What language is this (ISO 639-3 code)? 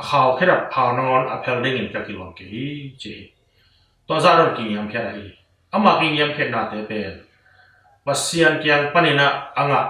ctd